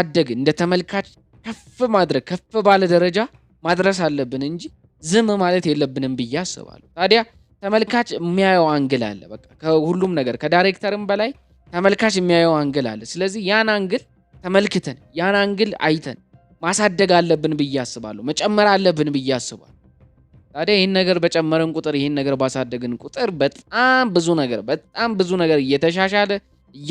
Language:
Amharic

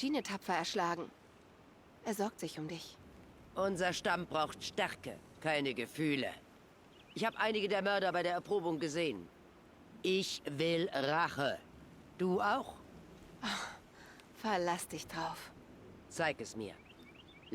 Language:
Swiss German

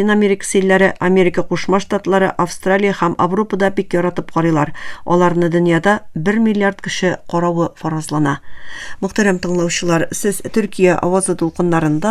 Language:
Tatar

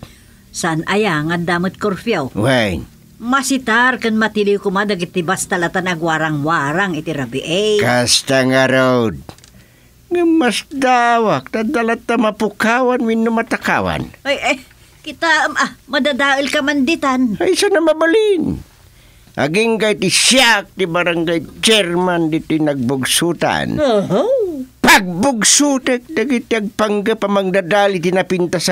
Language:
Iloko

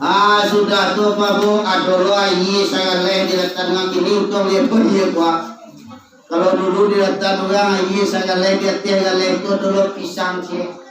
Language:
Minangkabau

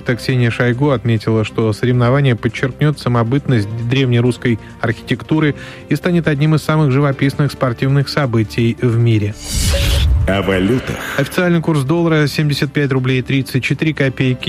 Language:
Russian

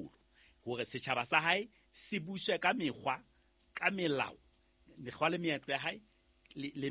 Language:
Southern Sotho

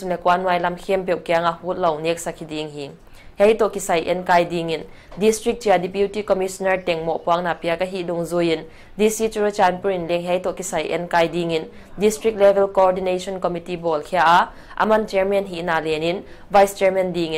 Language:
Paite Chin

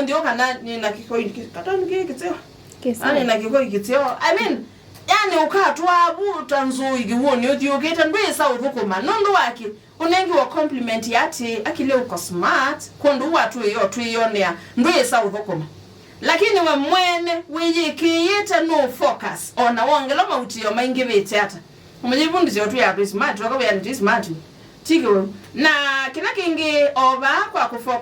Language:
Kamba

